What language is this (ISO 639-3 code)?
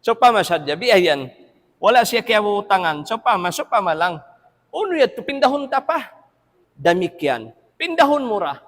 tsg